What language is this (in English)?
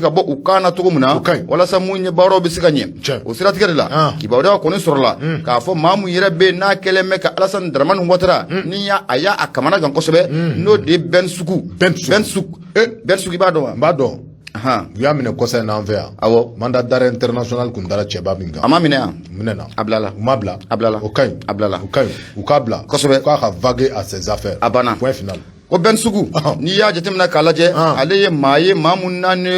Bambara